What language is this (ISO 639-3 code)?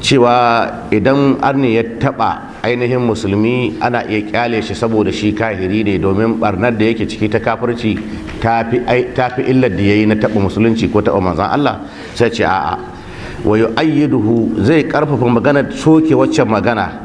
hau